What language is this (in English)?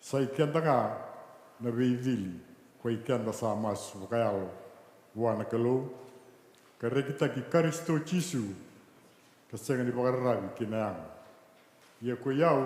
Fijian